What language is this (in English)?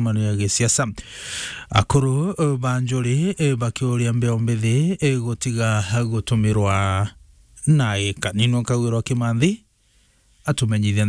Meru